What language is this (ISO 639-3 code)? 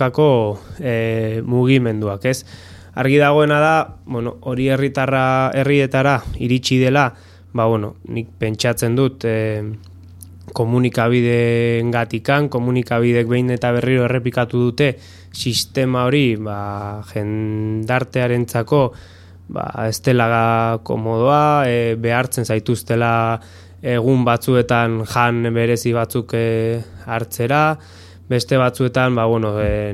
eus